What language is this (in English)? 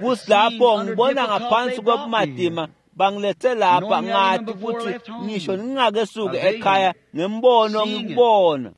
Swati